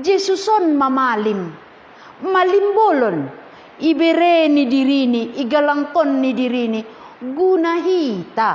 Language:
Batak Simalungun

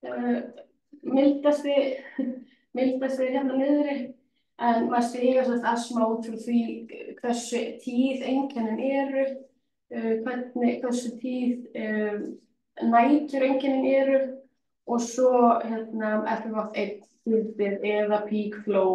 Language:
Icelandic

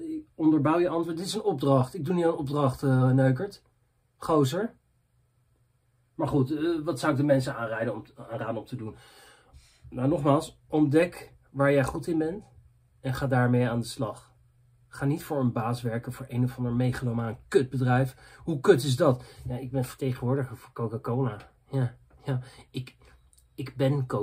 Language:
Dutch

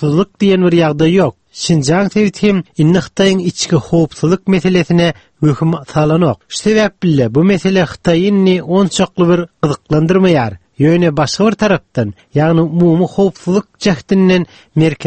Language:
Turkmen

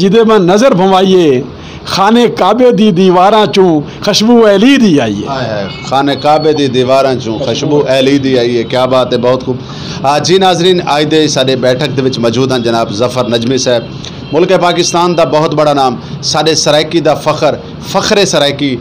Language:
Saraiki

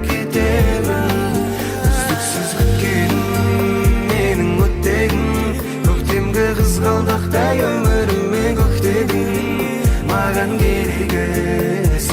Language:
Kara-Kalpak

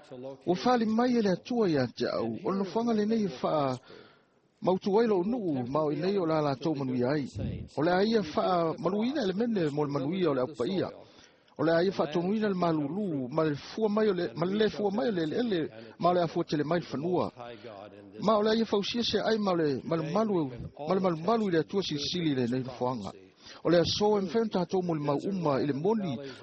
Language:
Samoan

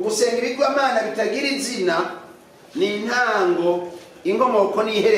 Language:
Rundi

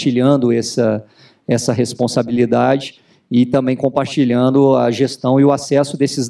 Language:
Portuguese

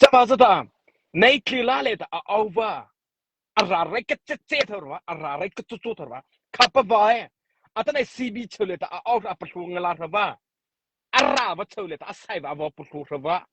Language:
Mara Chin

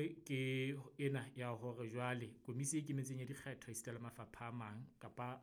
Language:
Southern Sotho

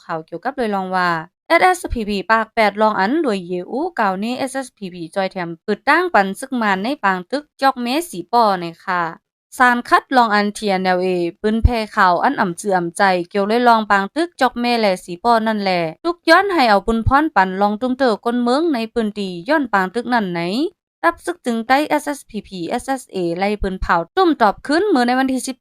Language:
Shan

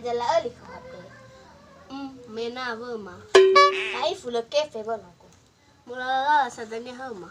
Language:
Nias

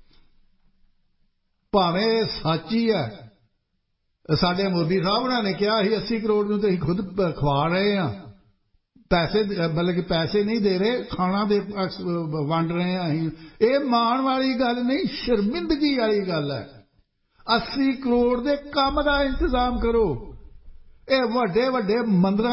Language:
Punjabi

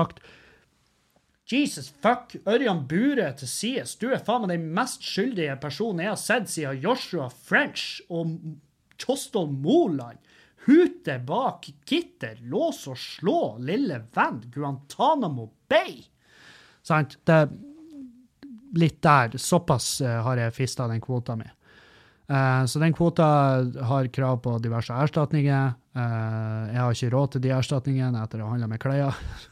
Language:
Norwegian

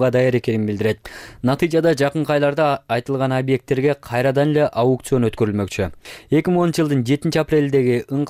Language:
Kyrgyz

